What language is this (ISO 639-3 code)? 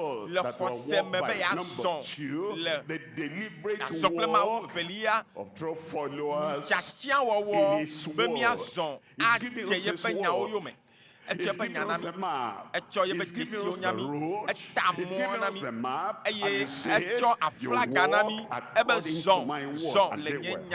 ewe